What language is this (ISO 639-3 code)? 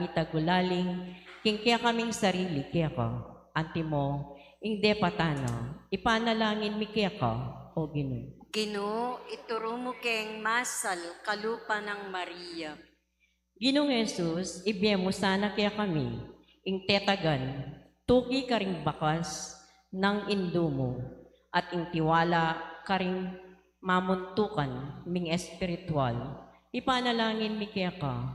pam